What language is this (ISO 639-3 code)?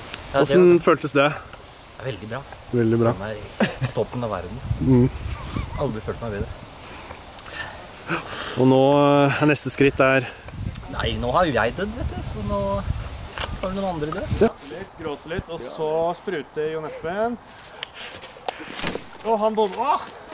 nor